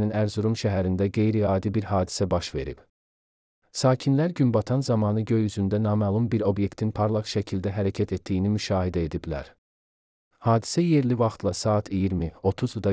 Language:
Azerbaijani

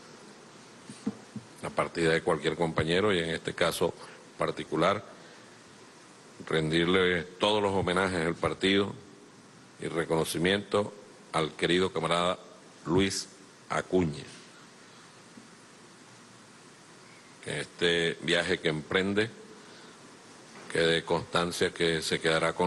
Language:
Spanish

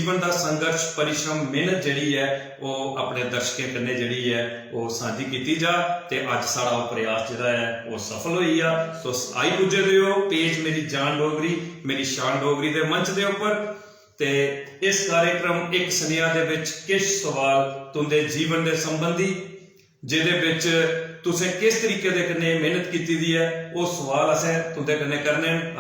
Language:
Dogri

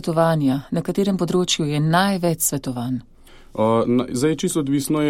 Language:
Slovenian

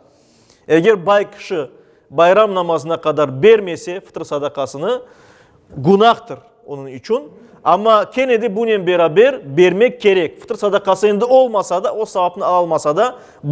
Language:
Crimean Tatar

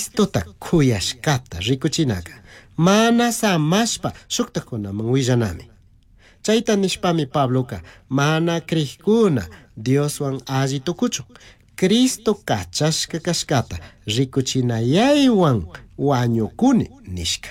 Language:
Chimborazo Highland Quichua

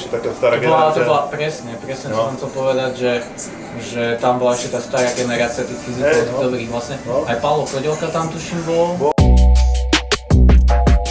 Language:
Slovak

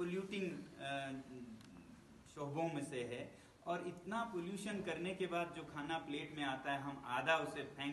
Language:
Hindi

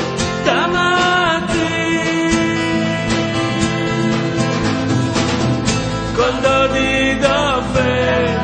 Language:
Hebrew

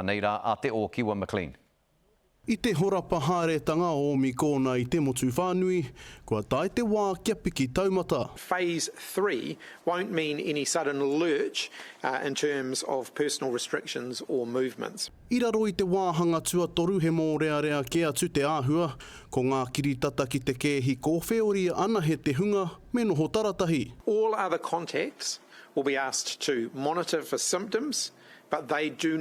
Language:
Māori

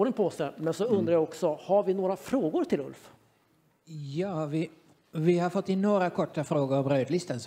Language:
Swedish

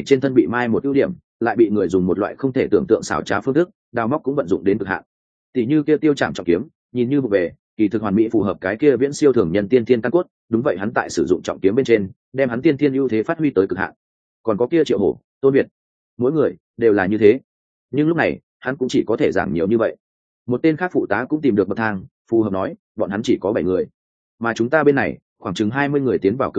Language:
Vietnamese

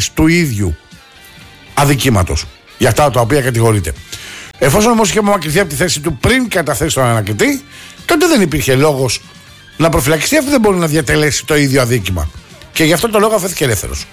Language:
Greek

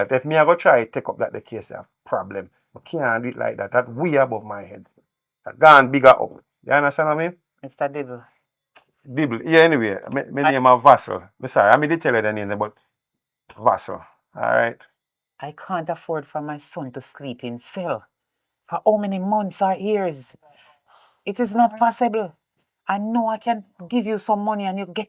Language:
Jamaican Creole English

